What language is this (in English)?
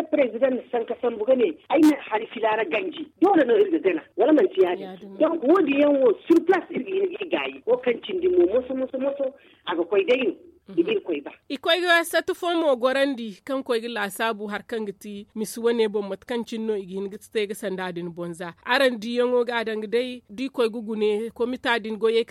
Zarma